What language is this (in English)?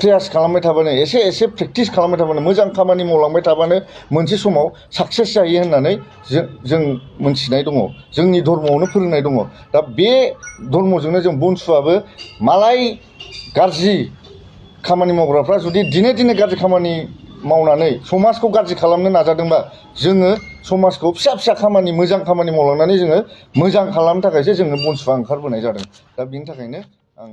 Bodo